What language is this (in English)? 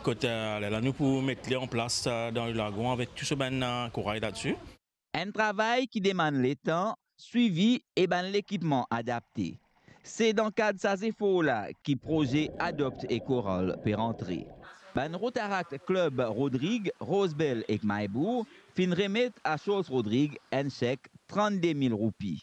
Morisyen